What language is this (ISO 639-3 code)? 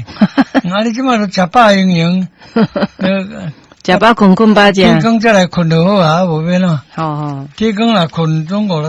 nan